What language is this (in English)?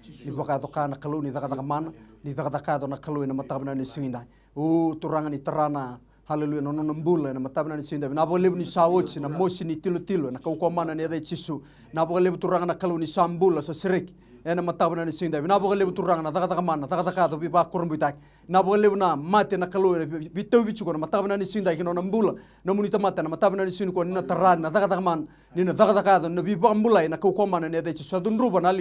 Fijian